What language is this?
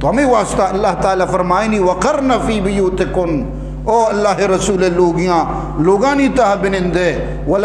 Eastern Balochi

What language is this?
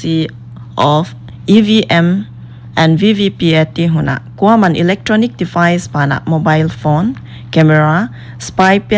Paite Chin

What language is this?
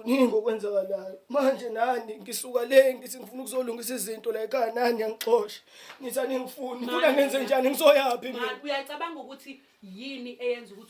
Zulu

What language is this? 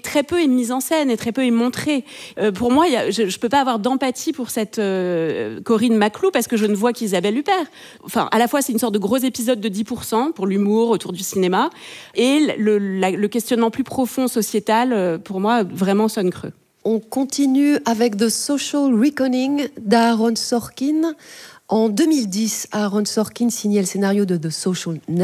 French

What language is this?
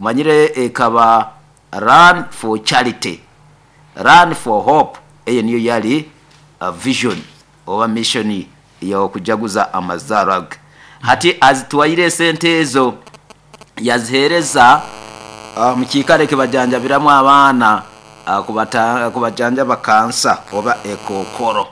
Nyoro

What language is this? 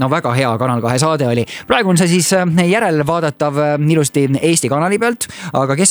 Estonian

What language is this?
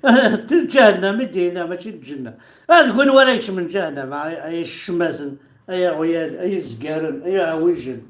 Kabyle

